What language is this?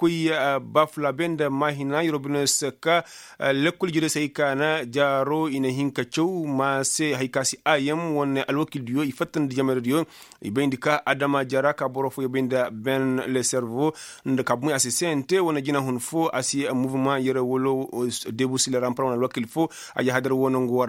Koyraboro Senni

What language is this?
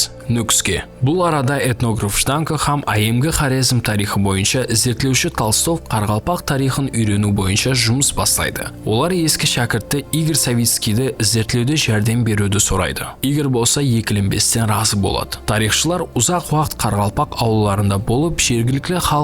Kara-Kalpak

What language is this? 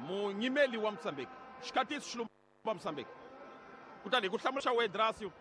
Tsonga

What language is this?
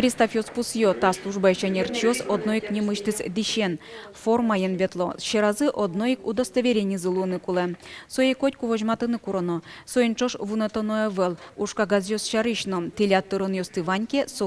Udmurt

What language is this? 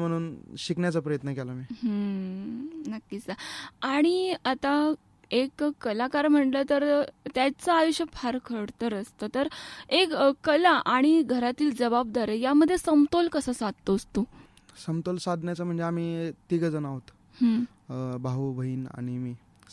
Marathi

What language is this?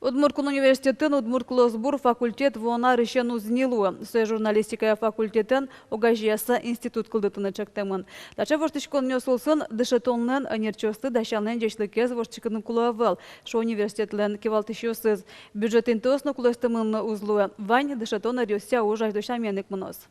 Udmurt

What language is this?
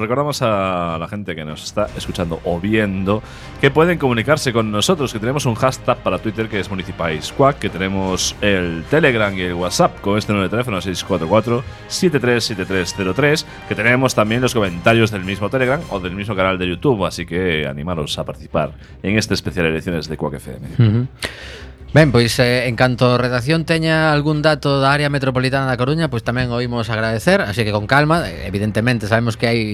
Galician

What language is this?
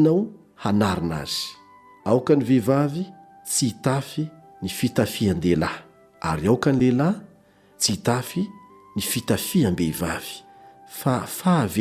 Malagasy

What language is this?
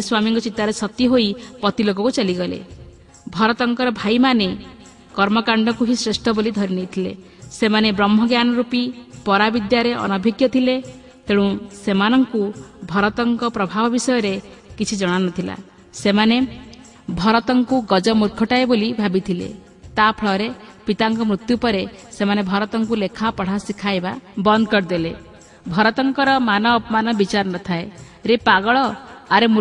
Odia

